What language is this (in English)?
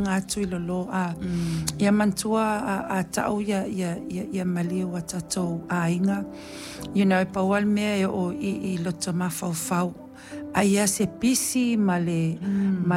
Samoan